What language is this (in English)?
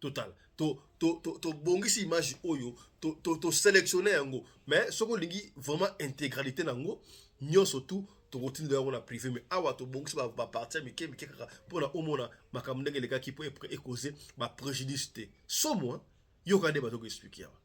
Lingala